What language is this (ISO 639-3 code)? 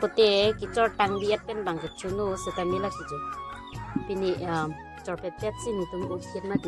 mjw